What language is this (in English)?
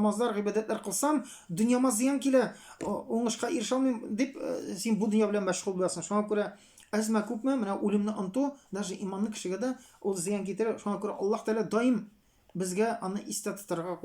Tatar